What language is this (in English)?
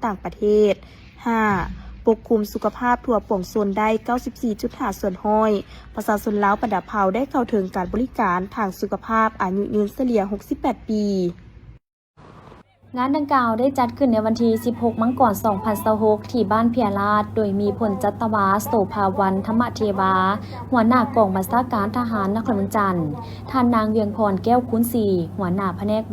Lao